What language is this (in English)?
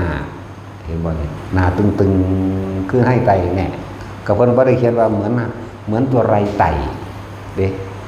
Northeastern Thai